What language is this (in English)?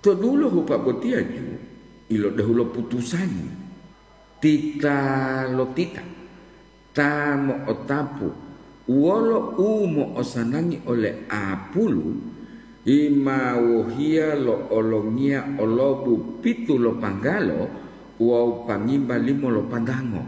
Gorontalo